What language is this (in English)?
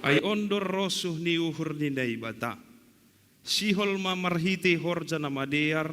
Batak Simalungun